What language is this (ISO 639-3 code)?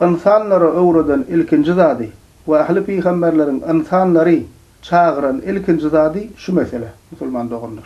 tuk